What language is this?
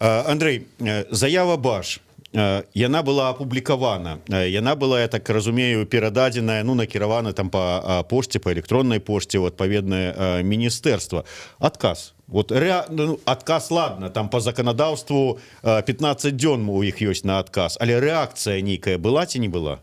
Belarusian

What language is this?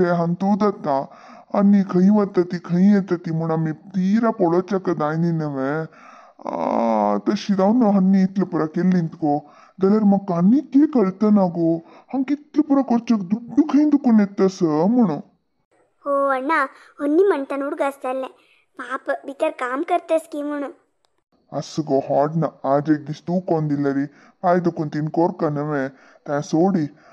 Konkani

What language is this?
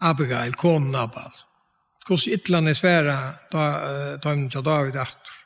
Faroese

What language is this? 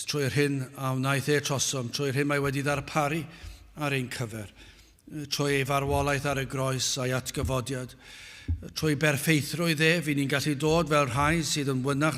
Welsh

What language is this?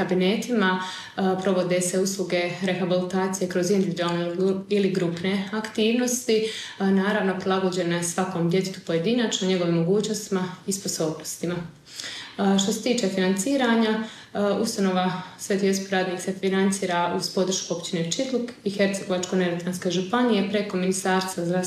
Croatian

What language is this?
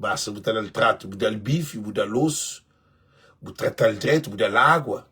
Kabuverdianu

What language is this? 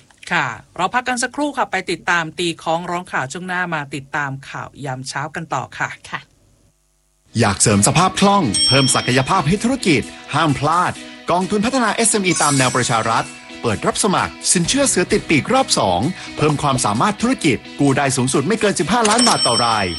Thai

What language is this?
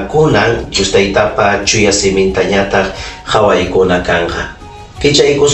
Ayacucho Quechua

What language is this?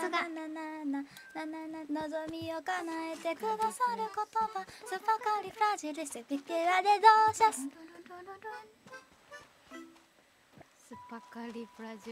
Japanese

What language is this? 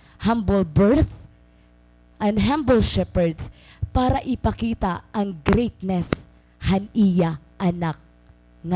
Waray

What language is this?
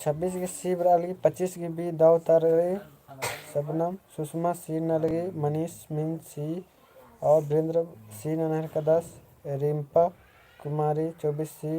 Kurukh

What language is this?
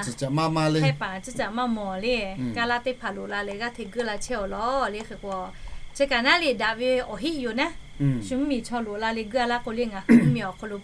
Lahu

